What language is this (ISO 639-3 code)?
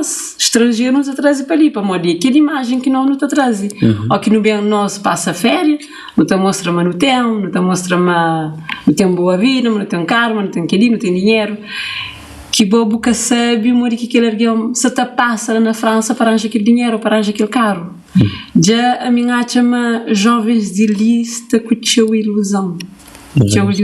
kea